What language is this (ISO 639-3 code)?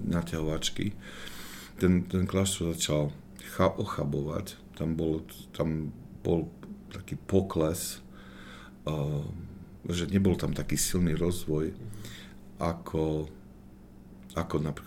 slk